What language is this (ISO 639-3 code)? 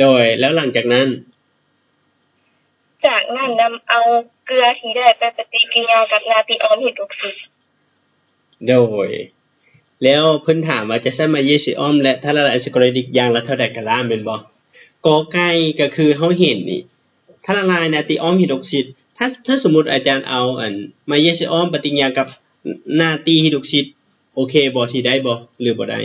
lao